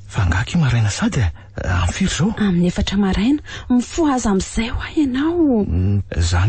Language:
Malagasy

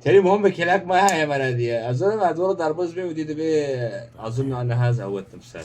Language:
Kurdish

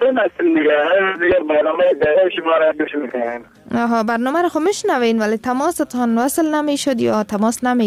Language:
Persian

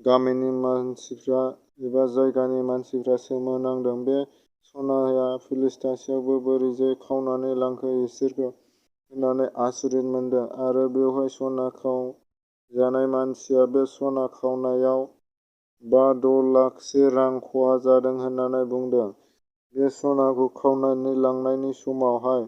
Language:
Bodo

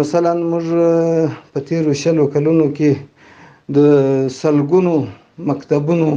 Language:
Pashto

